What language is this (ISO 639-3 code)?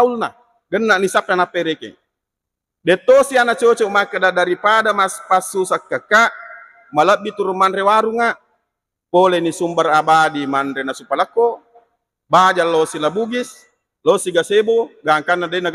bug